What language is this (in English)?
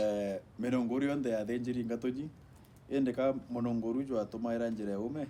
Meru